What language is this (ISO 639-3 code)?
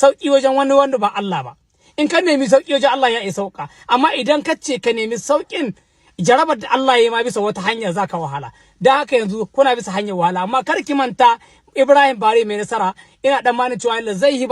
hau